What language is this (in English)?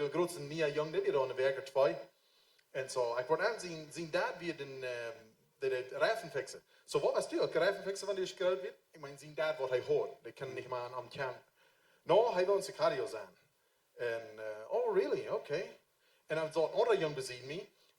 Plautdietsch